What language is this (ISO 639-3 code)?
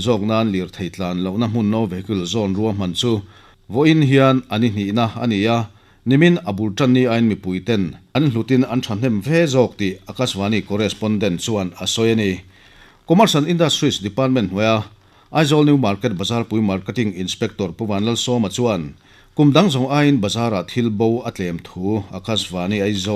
lus